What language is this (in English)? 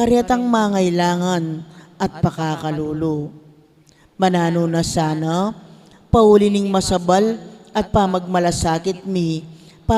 Pampanga